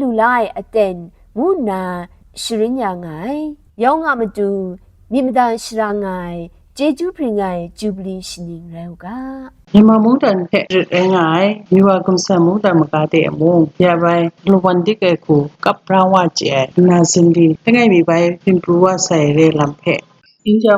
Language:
Kachin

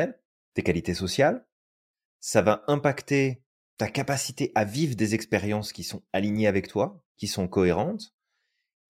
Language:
French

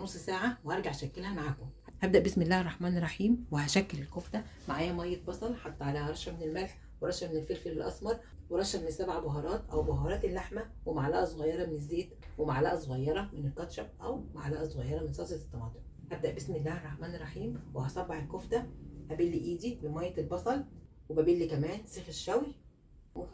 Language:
Egyptian Arabic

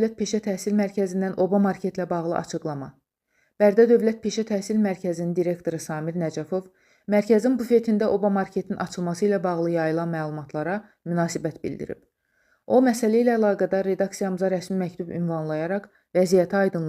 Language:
Azerbaijani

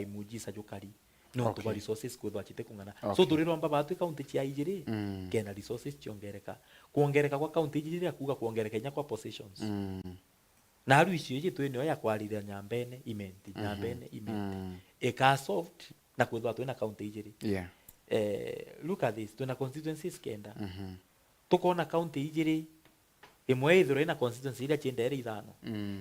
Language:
Meru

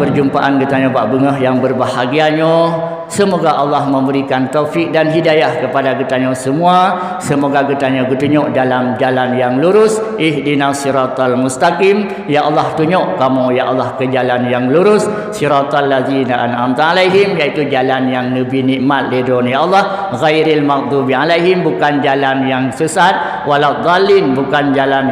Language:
Achinese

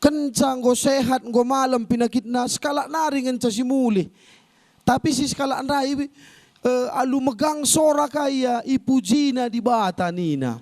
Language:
Batak Karo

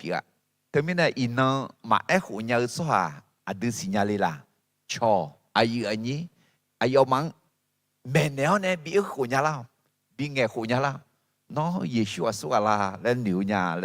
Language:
Akha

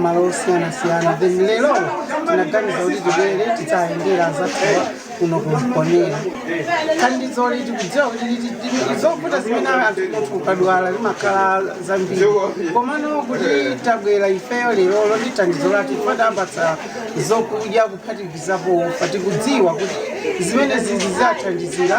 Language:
Nyanja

